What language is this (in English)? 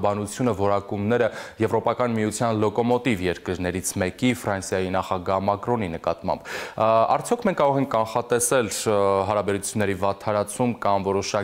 Armenian